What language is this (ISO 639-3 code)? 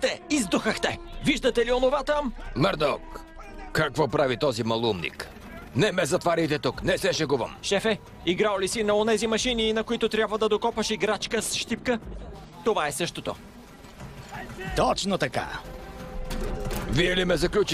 bul